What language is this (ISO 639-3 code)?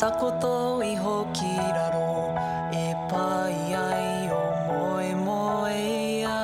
mri